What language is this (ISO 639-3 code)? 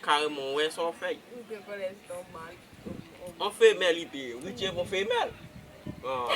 hat